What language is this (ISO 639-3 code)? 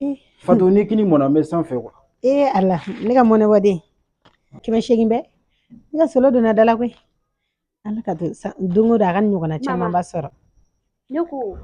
bam